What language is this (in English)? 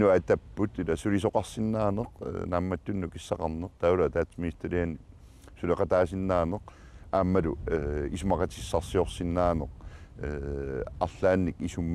Kalaallisut